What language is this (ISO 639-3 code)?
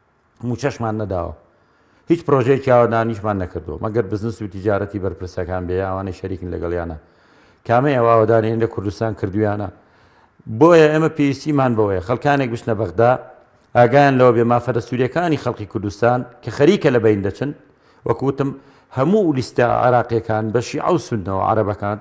ckb